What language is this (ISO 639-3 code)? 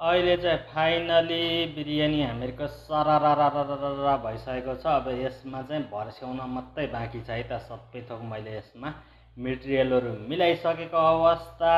nep